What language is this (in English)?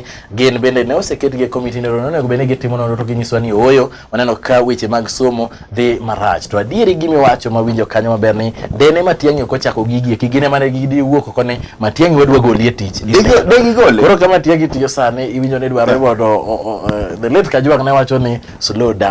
Luo (Kenya and Tanzania)